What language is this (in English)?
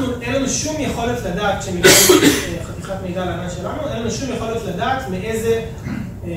Hebrew